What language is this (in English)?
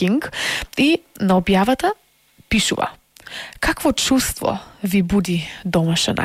Macedonian